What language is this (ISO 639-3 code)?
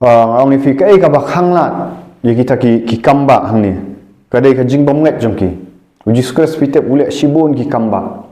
kha